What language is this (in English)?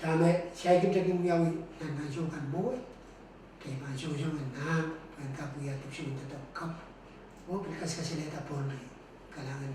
Pohnpeian